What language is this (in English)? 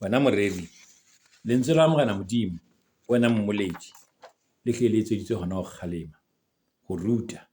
Southern Sotho